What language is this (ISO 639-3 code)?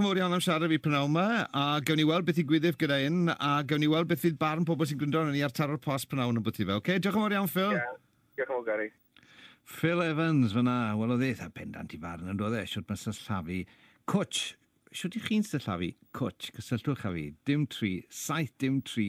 cym